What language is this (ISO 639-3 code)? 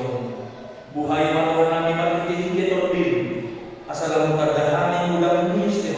bbc